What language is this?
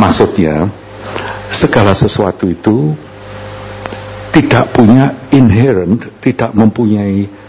Indonesian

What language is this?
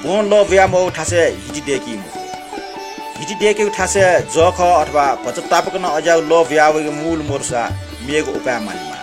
Newari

